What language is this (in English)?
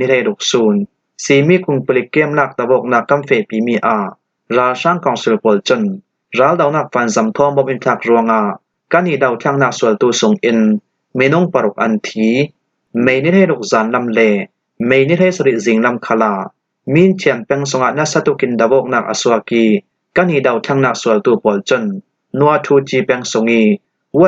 Falam Chin